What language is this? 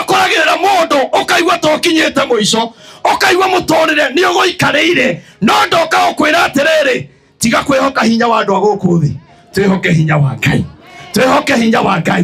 Kikuyu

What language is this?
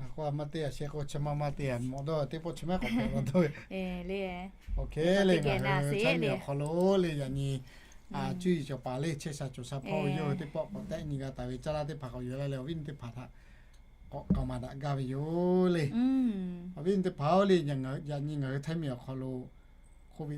Lahu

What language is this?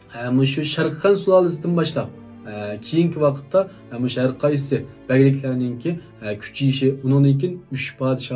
Uyghur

